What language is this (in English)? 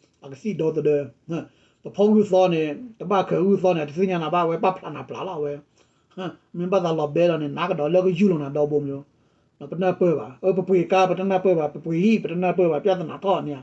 S'gaw Karen